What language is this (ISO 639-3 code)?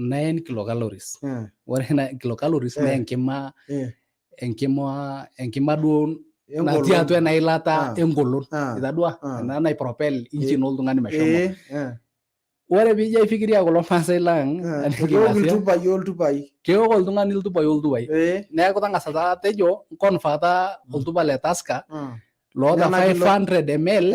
mas